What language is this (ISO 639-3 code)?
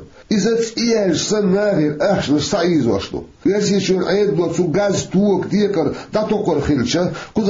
che